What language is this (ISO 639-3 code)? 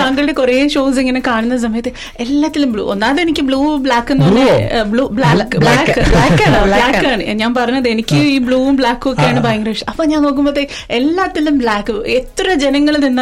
mal